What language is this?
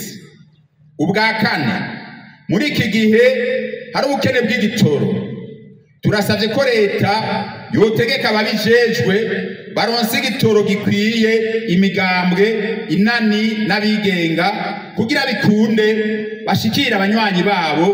Rundi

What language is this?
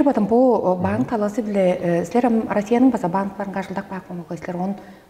Tuvinian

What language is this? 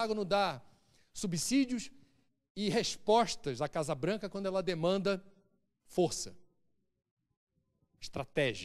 Portuguese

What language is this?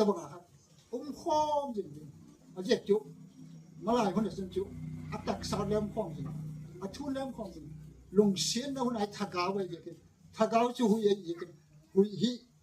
Gangte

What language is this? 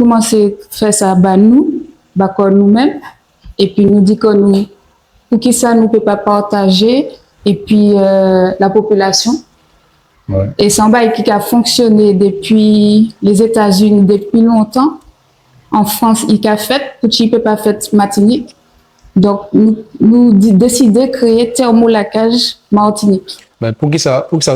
Guadeloupean Creole French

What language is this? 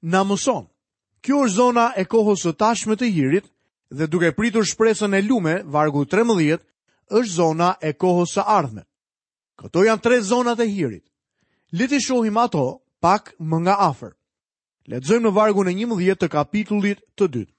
Albanian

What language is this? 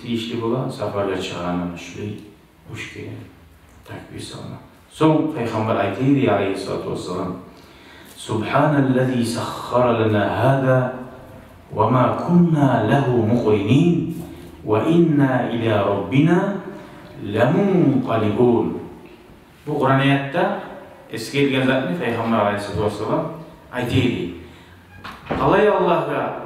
Kumyk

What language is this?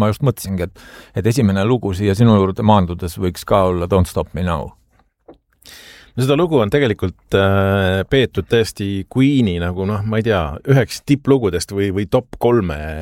Estonian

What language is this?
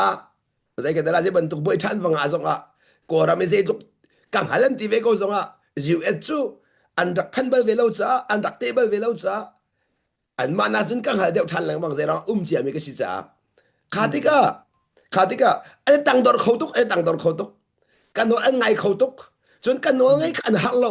Hakha Chin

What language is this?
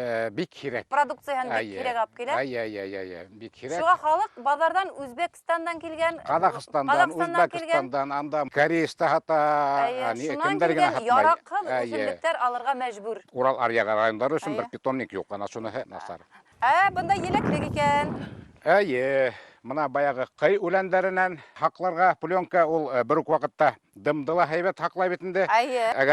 Bashkir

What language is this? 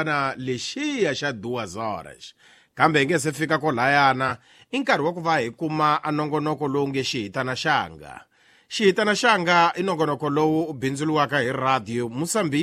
Tsonga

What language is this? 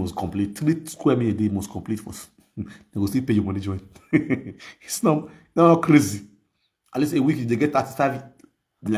Nigerian Pidgin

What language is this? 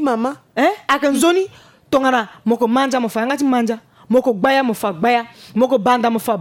Sango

